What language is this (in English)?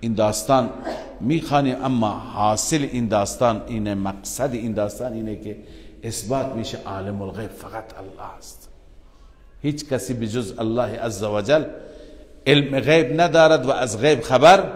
Persian